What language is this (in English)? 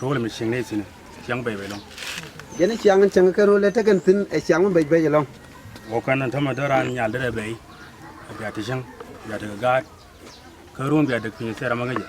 Nuer